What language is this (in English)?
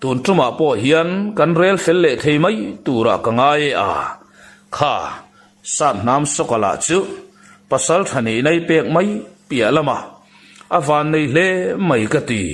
Mizo